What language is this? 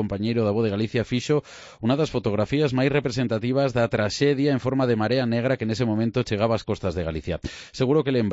Galician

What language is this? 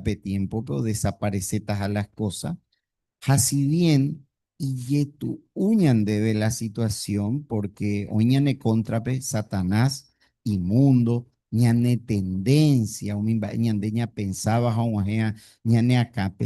Guarani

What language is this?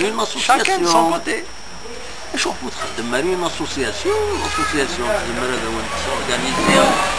Kabyle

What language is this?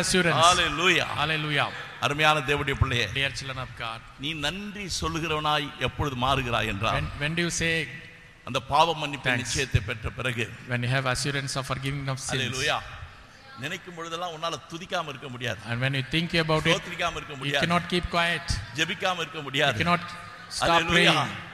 Tamil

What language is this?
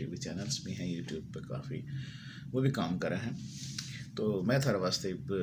Haryanvi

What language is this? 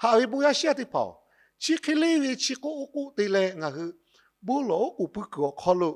Lahu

